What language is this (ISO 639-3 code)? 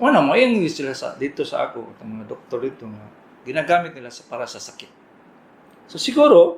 ceb